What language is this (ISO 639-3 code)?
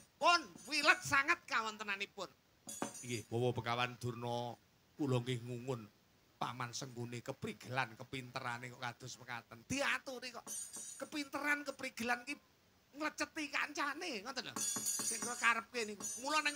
jav